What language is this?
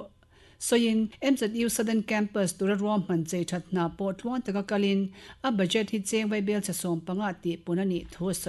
Mizo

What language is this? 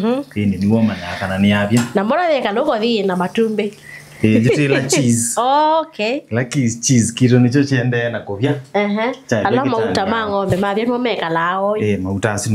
Kamba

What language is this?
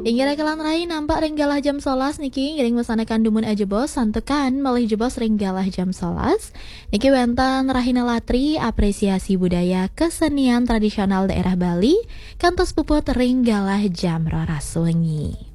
Balinese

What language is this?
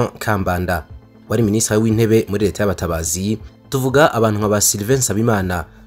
Kinyarwanda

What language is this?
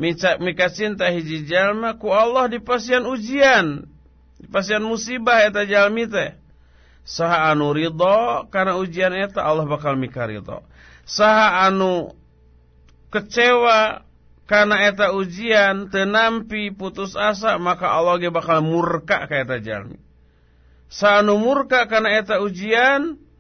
Sundanese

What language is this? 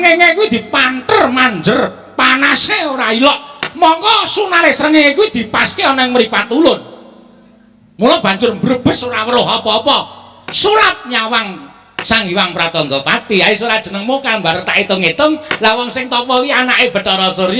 Javanese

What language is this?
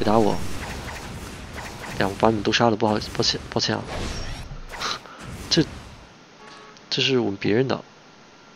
Chinese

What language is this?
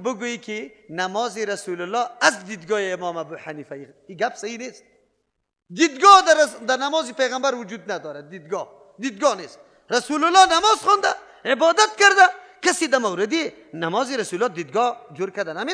Persian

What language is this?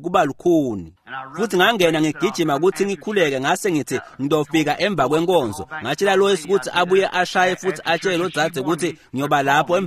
Swati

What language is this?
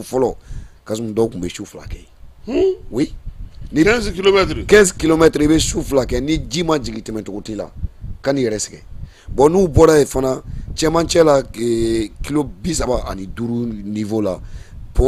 Bambara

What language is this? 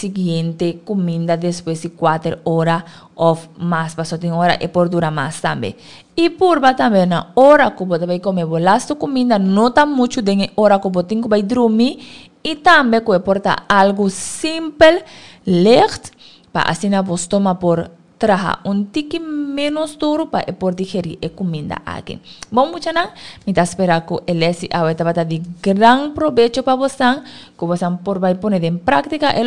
Papiamento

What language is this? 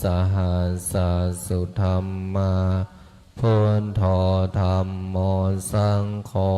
Pali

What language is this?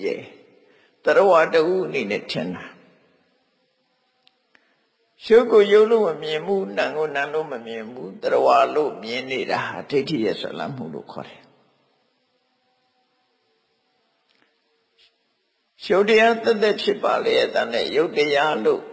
Burmese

